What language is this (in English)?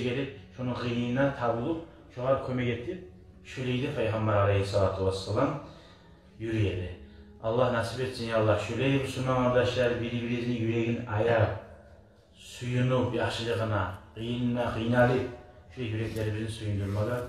Kumyk